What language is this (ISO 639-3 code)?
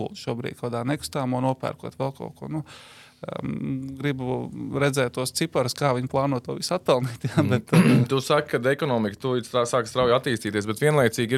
lav